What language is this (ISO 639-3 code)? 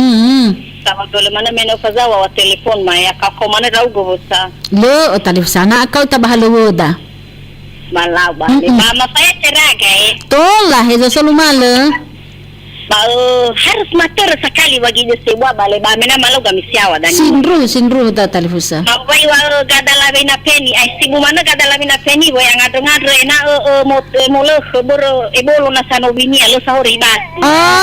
nia